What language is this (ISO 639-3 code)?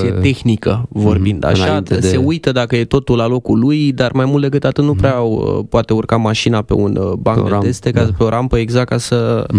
ron